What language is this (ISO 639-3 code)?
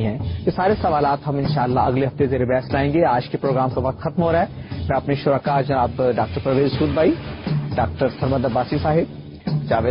urd